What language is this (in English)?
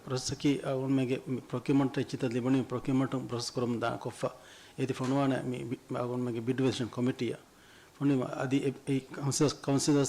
Divehi